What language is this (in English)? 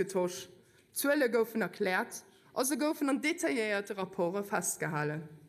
Luxembourgish